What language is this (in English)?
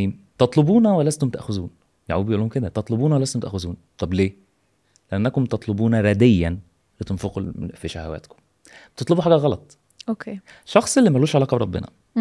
Egyptian Arabic